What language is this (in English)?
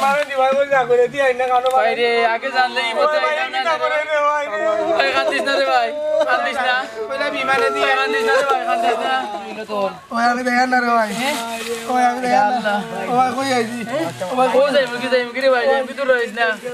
Sylheti